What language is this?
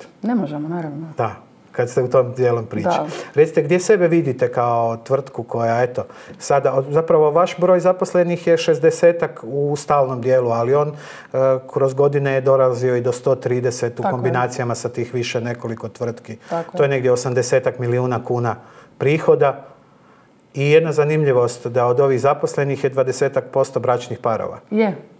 Croatian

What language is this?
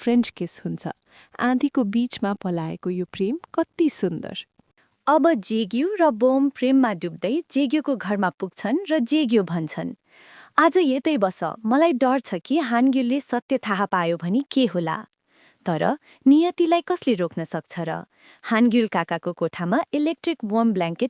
Nepali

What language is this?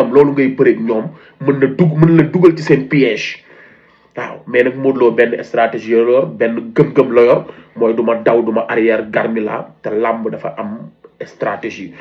Wolof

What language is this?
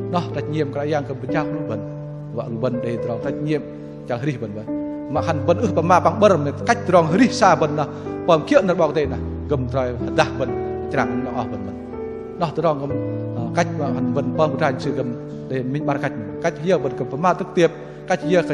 Bahnar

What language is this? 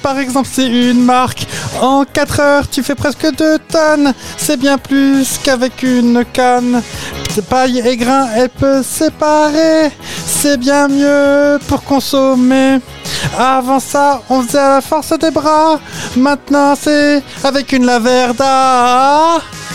French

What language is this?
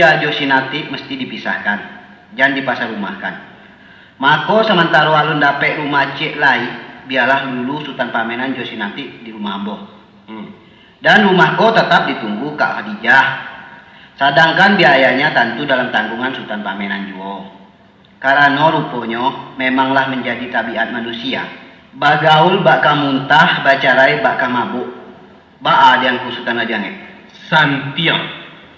Minangkabau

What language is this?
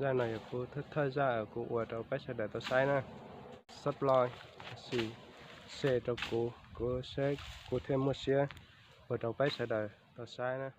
Hmong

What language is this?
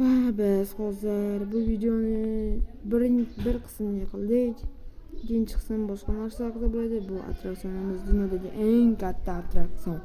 Uzbek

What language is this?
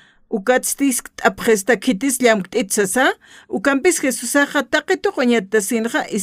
Aymara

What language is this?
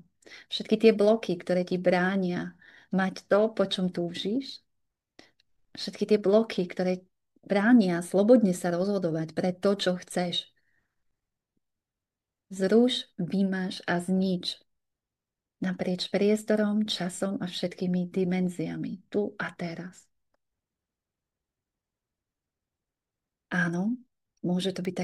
Slovak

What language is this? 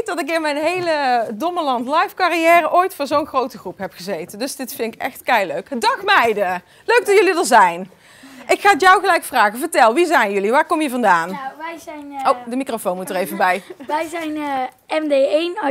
Dutch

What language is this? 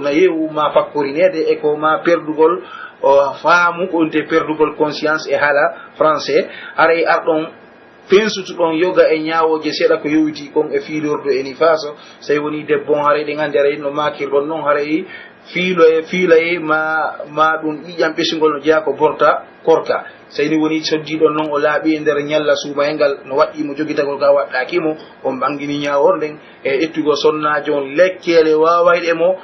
Pular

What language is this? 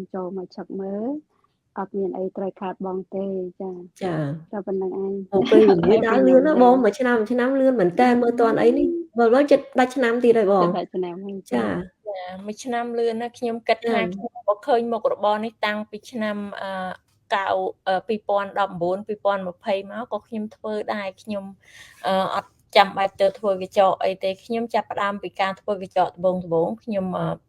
Khmer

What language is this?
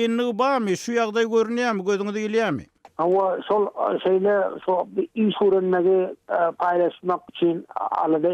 Turkmen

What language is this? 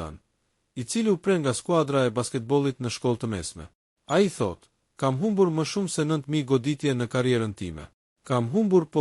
Albanian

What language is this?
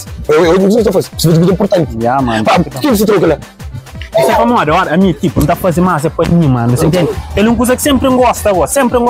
Kabuverdianu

